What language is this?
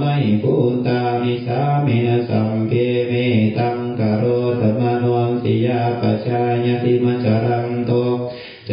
Pali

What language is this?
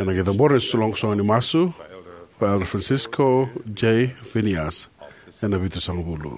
Fijian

